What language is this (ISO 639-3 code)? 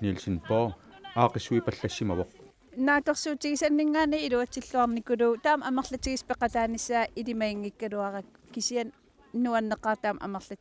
kal